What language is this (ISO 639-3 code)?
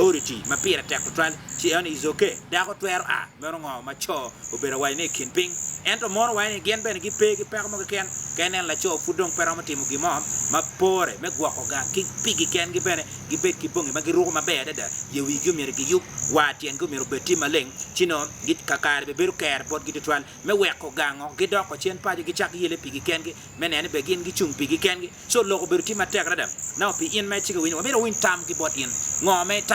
ach